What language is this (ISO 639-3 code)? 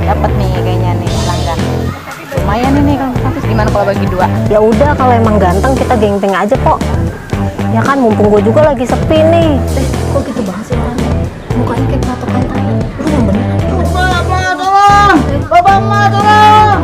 bew